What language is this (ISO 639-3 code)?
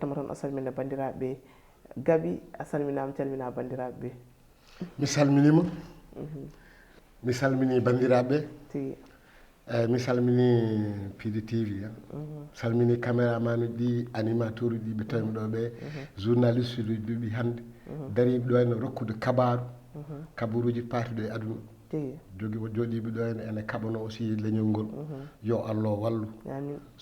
ful